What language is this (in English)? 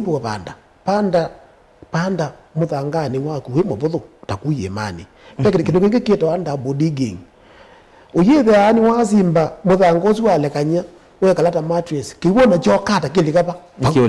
Kamba